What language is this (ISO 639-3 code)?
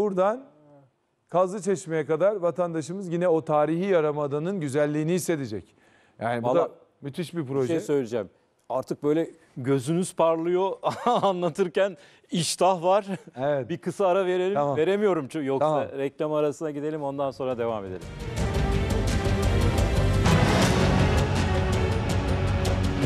tur